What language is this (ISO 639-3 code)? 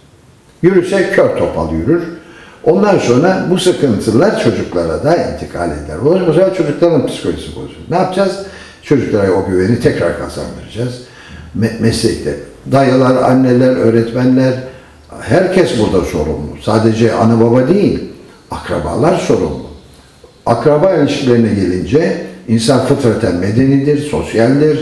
tur